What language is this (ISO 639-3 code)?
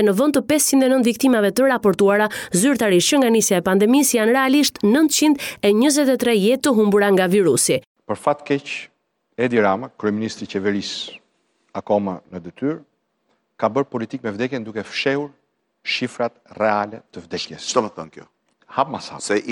sqi